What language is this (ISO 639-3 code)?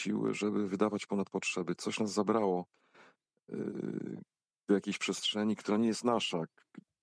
pol